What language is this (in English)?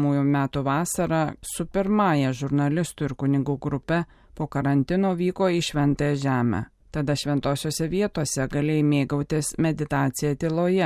Lithuanian